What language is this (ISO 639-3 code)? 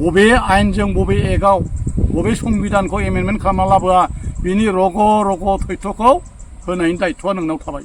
brx